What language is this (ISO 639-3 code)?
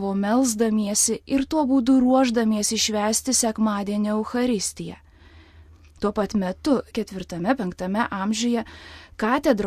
lit